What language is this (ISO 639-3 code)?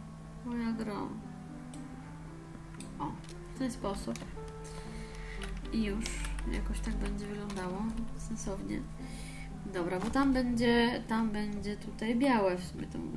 pol